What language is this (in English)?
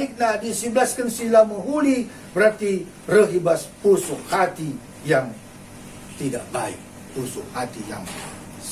Batak Karo